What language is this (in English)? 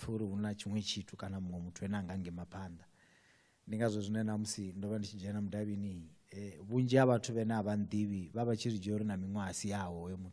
Venda